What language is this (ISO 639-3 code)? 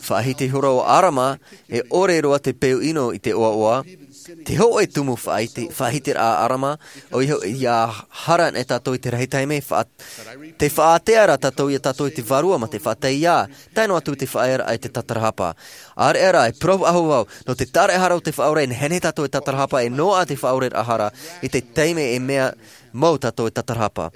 tah